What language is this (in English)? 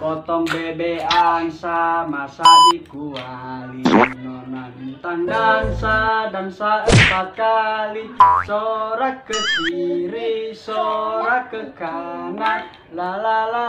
Nias